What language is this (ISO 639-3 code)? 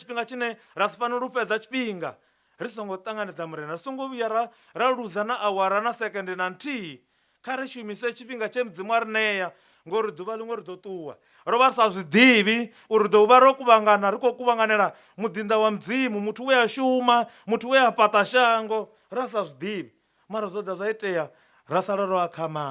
ven